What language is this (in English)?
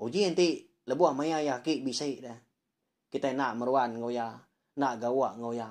Iban